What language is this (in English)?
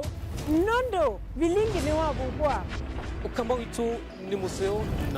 Kamba